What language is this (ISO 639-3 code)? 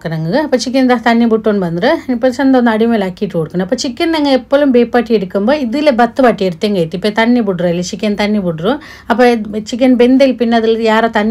mal